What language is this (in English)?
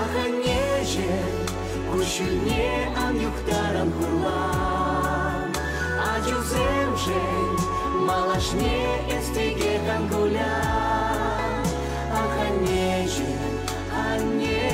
Chuvash